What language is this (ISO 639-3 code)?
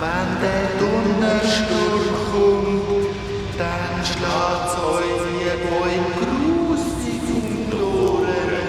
gsw